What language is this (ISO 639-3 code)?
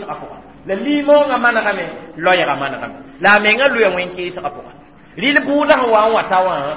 mos